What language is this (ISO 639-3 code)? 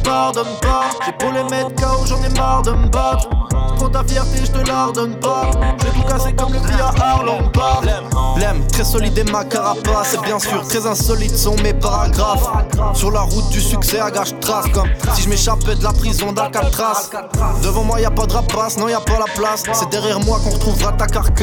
fra